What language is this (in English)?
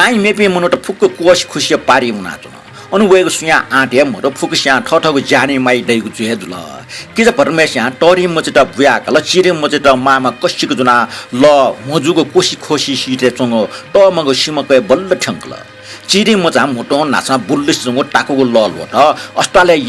Newari